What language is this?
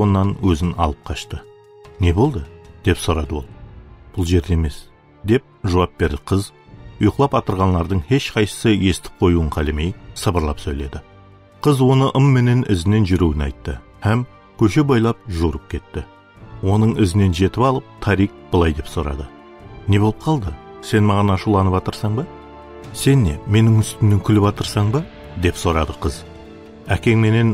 Kara-Kalpak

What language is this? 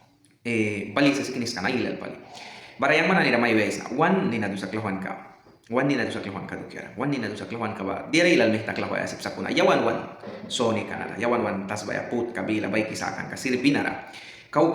Mískito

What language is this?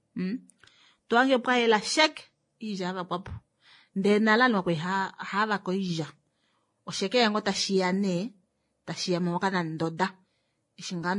Kuanyama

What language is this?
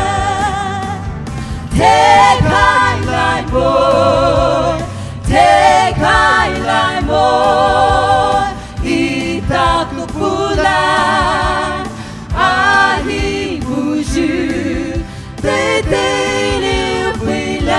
Poumei Naga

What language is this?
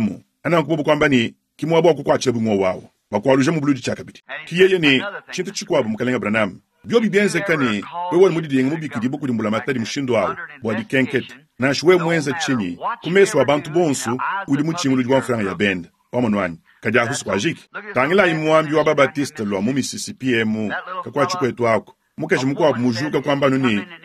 Luba-Lulua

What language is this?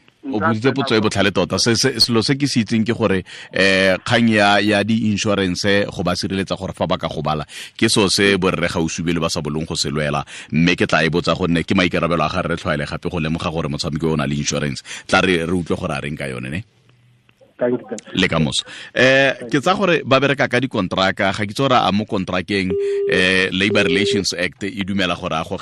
Tswana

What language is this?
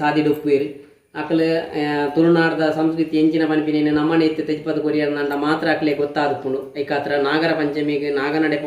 Tulu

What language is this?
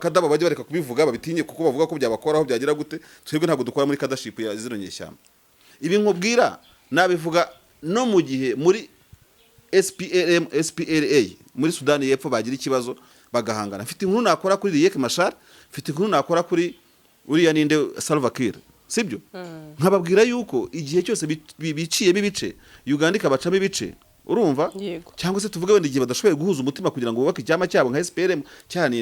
Kinyarwanda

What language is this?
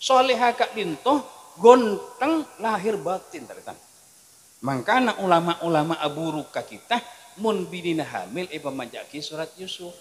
Madurese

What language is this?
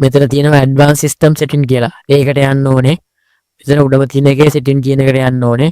Sinhala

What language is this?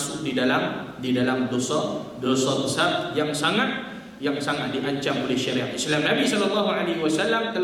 Malay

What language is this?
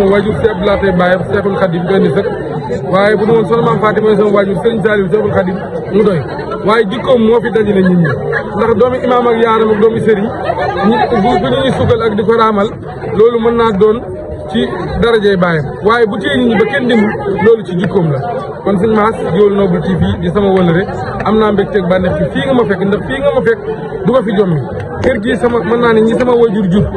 Wolof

